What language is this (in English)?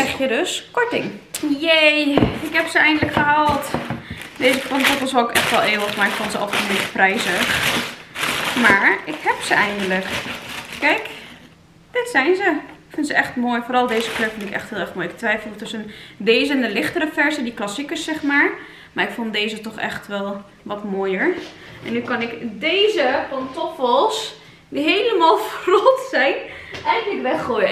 Dutch